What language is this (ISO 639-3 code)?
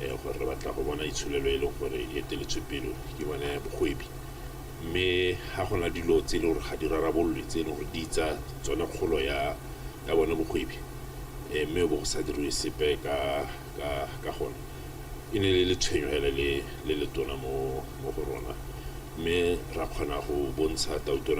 tsn